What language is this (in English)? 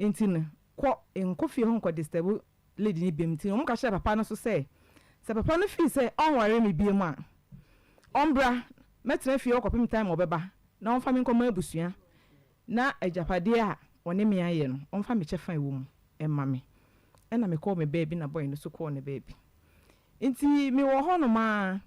Akan